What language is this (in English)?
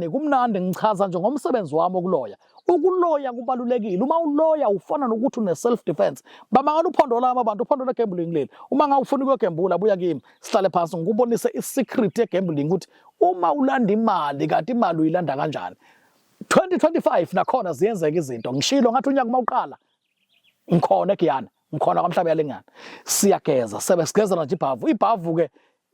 Zulu